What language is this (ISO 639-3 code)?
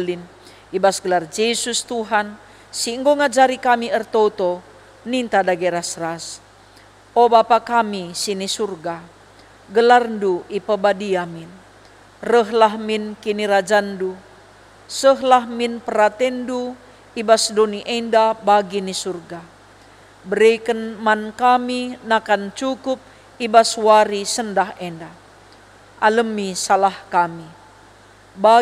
btx